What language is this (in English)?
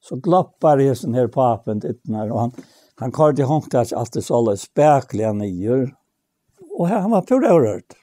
Faroese